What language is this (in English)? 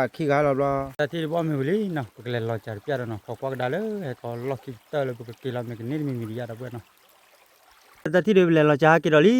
S'gaw Karen